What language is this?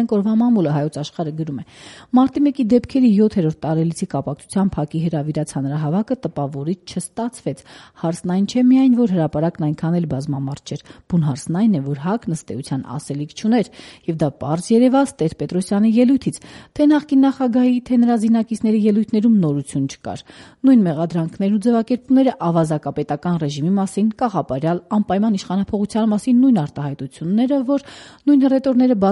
Armenian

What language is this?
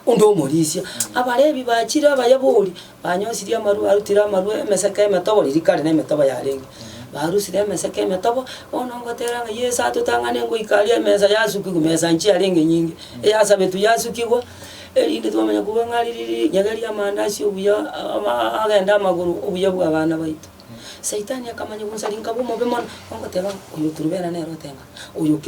Gusii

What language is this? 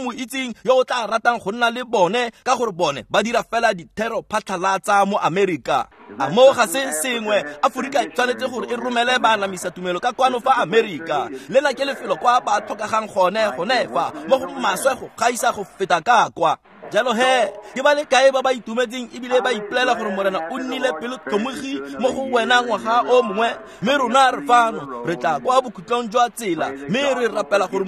Tswana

